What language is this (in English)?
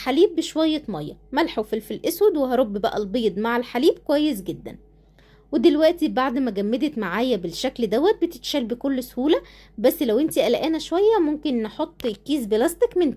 Egyptian Arabic